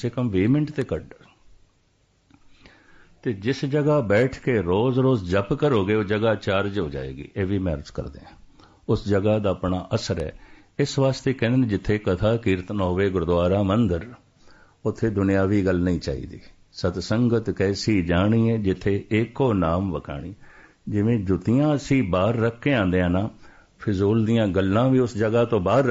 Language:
Punjabi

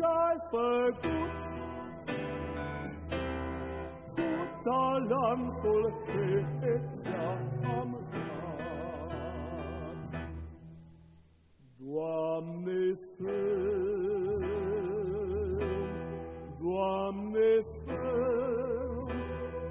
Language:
Romanian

